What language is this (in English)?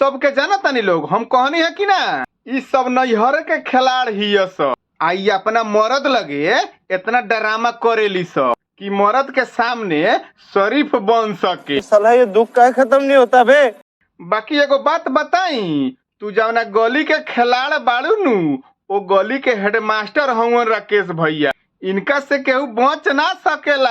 Bhojpuri